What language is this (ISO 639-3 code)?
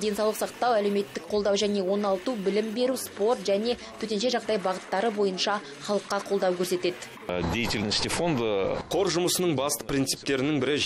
kaz